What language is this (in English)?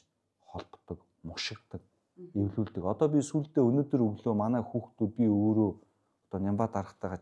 Mongolian